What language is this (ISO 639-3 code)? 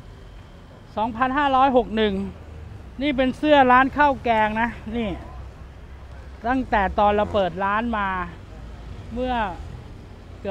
tha